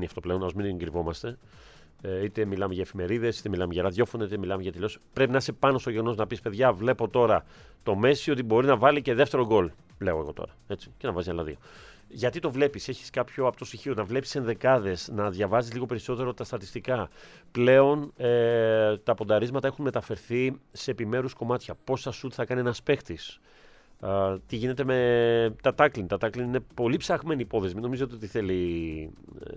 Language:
Greek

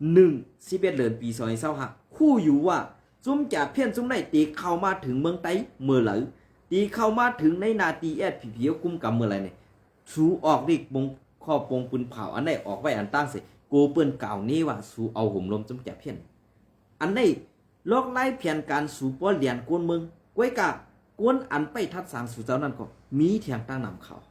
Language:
Shan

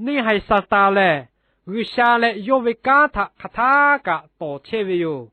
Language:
Lahu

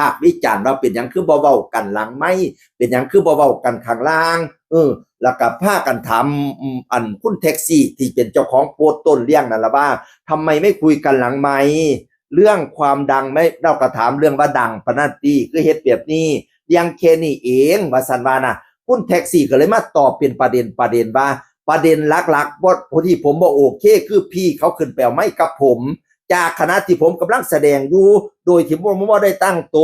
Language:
Northeastern Thai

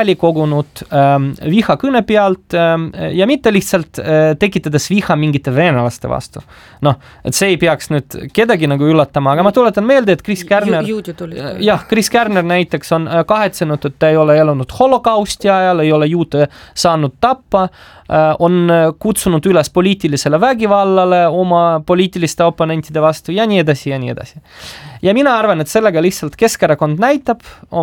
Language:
Estonian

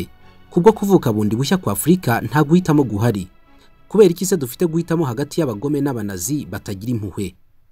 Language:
Kinyarwanda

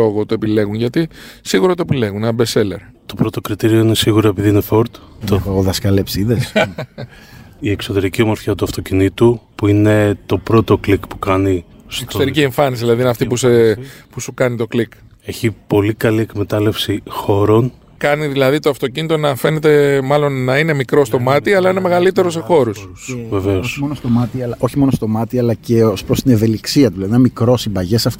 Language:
Greek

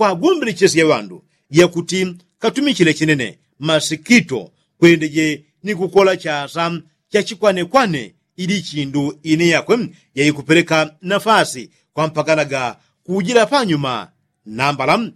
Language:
Yao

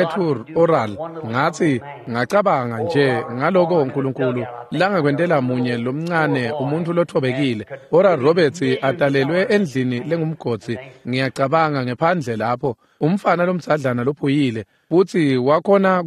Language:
Swati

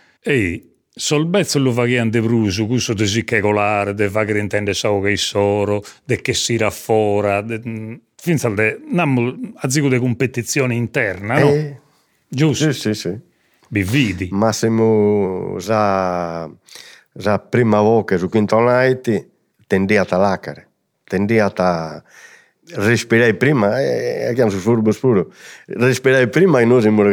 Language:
Sardinian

